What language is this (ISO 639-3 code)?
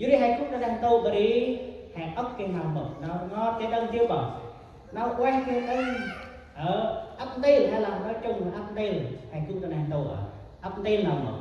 cmo